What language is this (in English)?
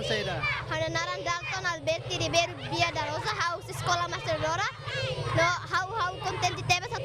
Tetum